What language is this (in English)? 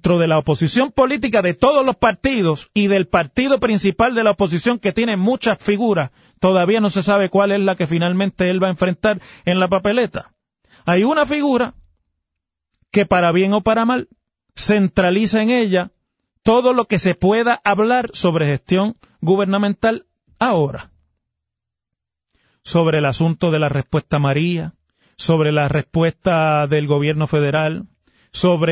Spanish